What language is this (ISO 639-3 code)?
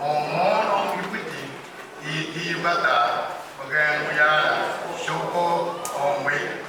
pon